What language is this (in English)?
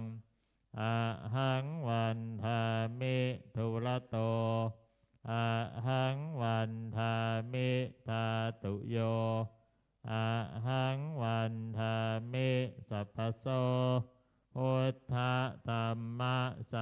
Pali